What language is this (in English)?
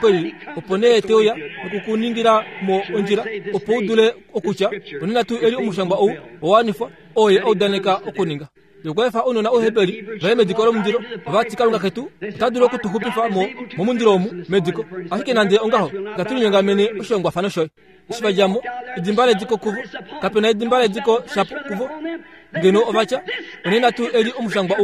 Kuanyama